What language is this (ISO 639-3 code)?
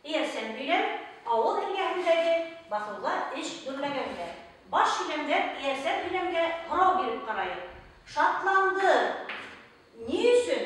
bak